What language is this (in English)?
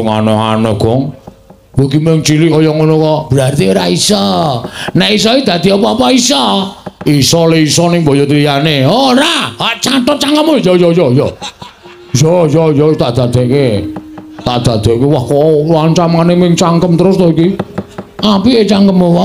Javanese